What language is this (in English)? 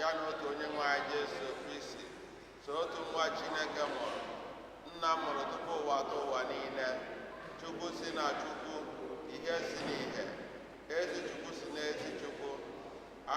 Igbo